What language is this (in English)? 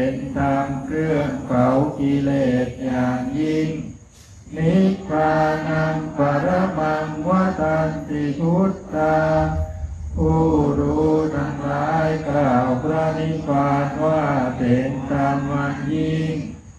Thai